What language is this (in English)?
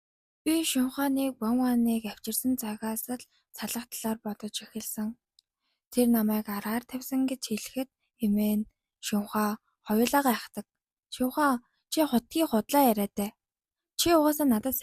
Mongolian